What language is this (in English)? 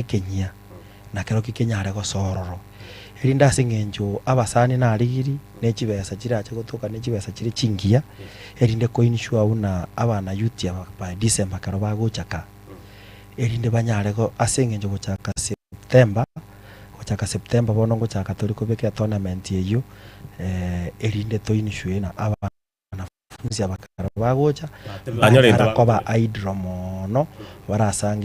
Gusii